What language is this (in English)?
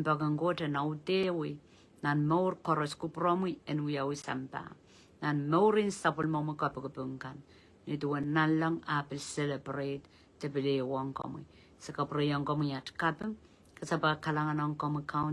Pohnpeian